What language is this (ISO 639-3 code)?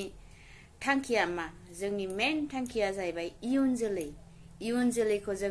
brx